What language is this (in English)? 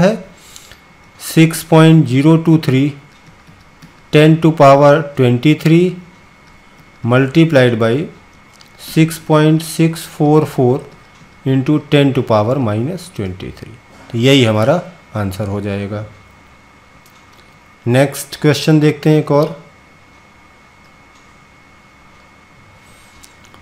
Hindi